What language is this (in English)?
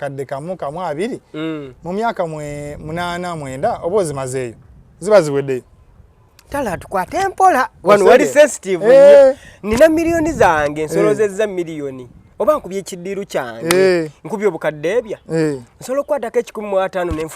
Ganda